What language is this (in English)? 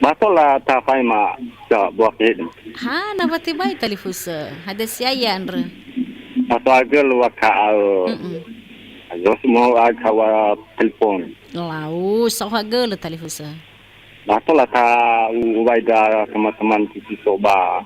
Nias